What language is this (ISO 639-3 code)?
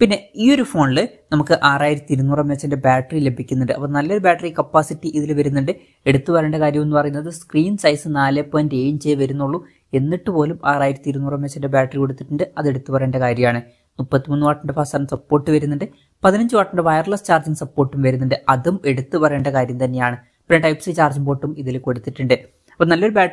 mal